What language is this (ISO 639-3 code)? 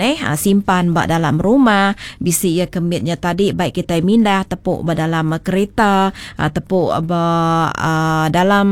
iba